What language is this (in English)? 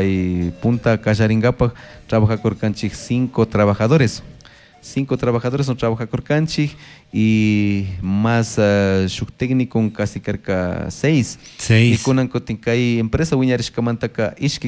Chimborazo Highland Quichua